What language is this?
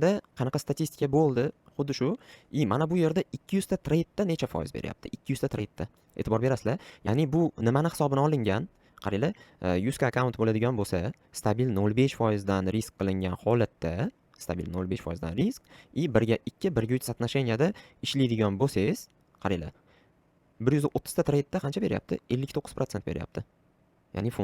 Uzbek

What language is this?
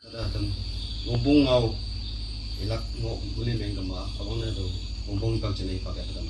Naga Pidgin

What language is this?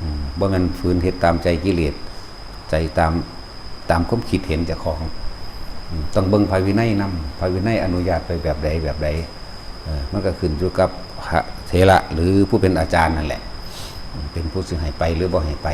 Northeastern Thai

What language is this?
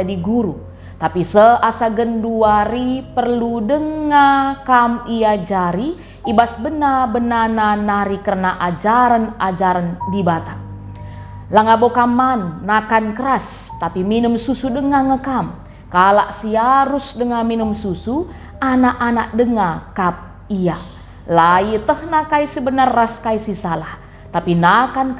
Batak Karo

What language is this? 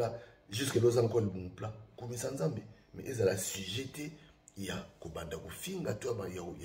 Lingala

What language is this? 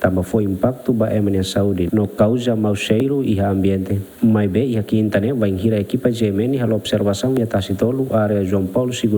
Tetum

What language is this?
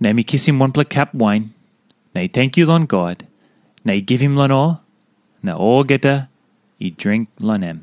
Tok Pisin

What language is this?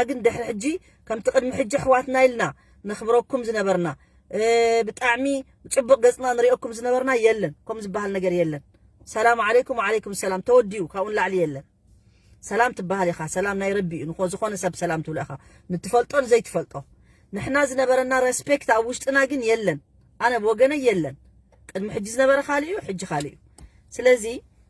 Tigrinya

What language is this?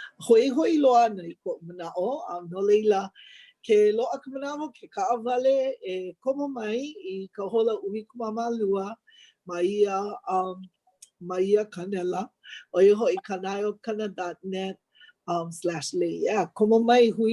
Hawaiian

